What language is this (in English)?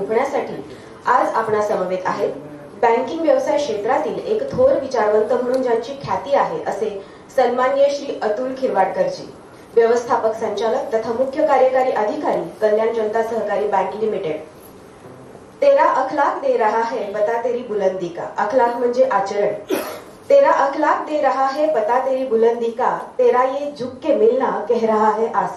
Marathi